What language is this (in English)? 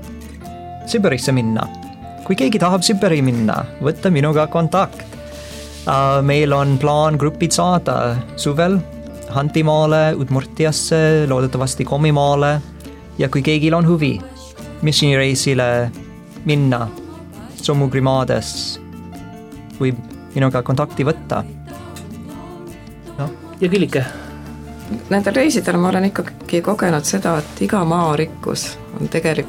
Estonian